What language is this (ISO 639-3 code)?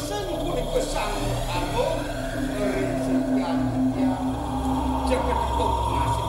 ban